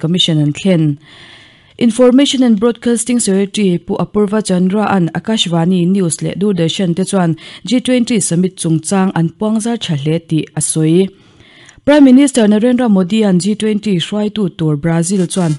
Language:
Mizo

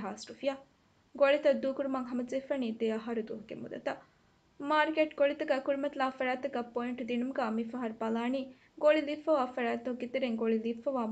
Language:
Divehi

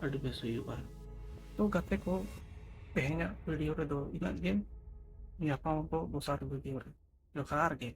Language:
Santali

